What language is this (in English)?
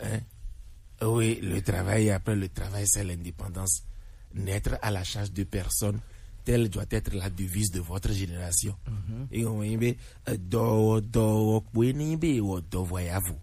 Gen